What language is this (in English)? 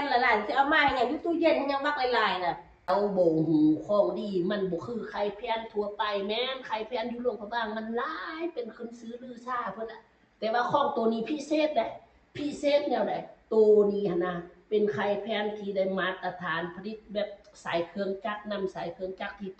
Lao